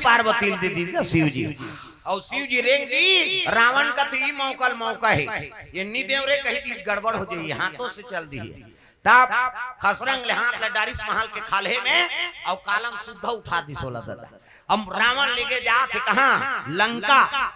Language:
Chhattisgarhi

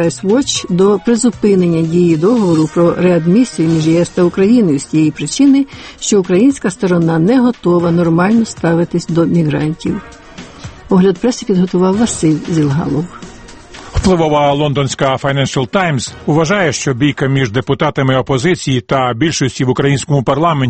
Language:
Ukrainian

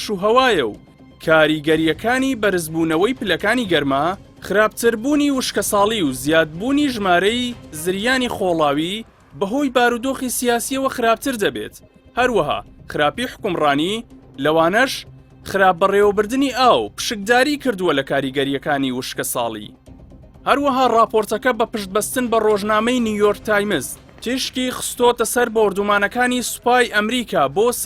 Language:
Central Kurdish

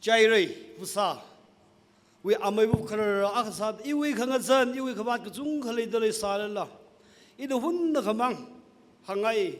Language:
Tangkhul Naga (India)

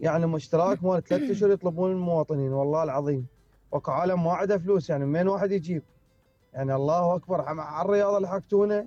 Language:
Mesopotamian Arabic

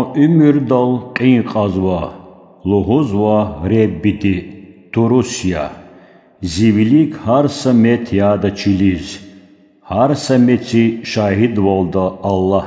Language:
Lezghian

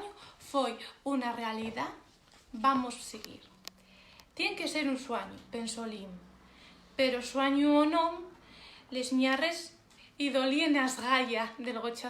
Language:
Asturian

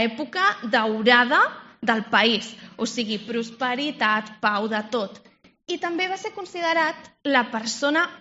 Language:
Catalan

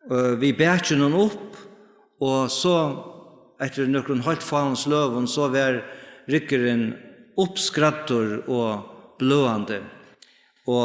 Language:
Faroese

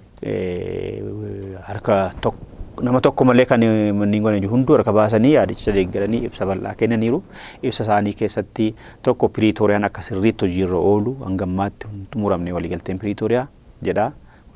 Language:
Oromo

